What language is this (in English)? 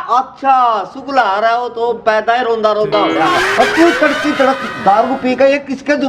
Haryanvi